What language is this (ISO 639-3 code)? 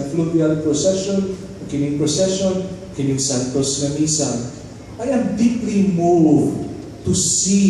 ceb